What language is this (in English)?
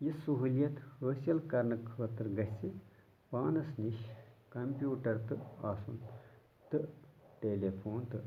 Kashmiri